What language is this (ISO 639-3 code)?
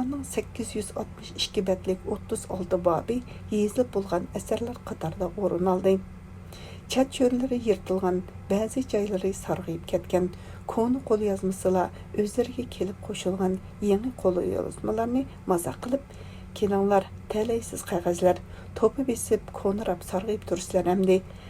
uig